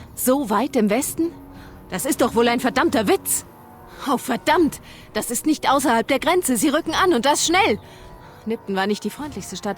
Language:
Bavarian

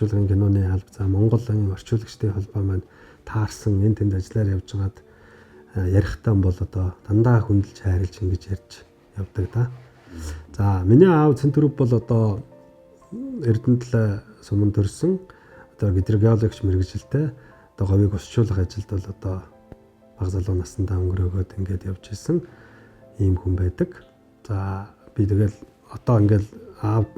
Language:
Mongolian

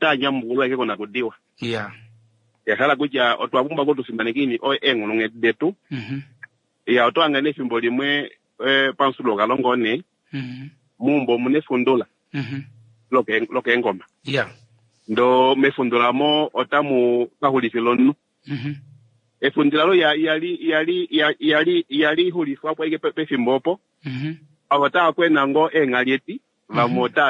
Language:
Kuanyama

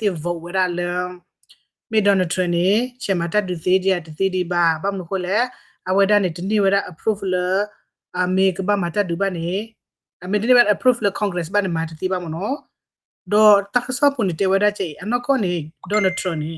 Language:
S'gaw Karen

